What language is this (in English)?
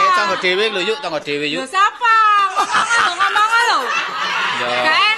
Javanese